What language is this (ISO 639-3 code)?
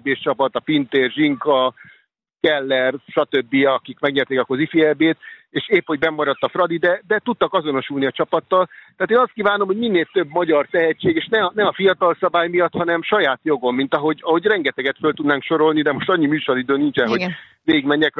hun